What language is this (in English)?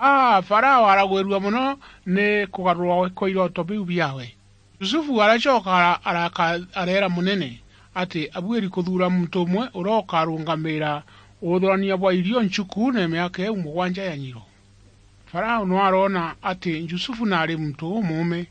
Meru